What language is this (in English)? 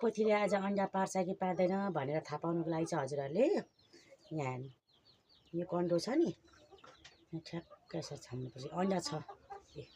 Nepali